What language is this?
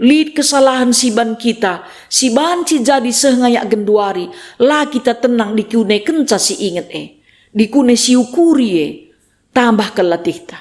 Batak Karo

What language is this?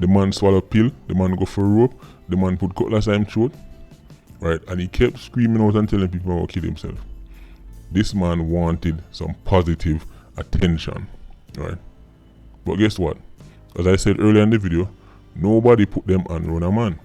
Jamaican Creole English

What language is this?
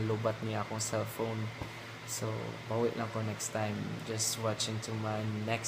Cebuano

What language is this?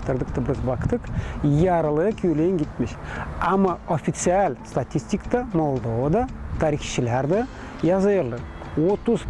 Gagauz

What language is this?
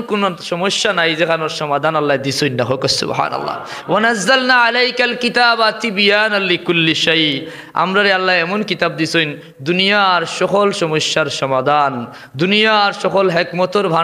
Sylheti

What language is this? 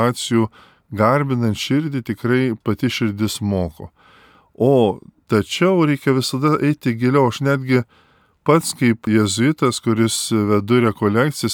Lithuanian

